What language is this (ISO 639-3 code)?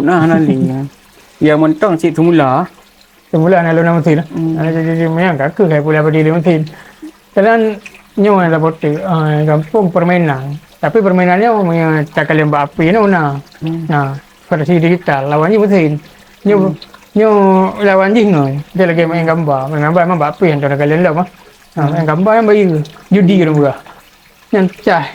ace